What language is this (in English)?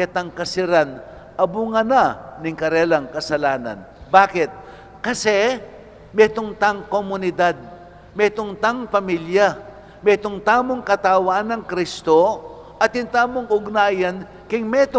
Pampanga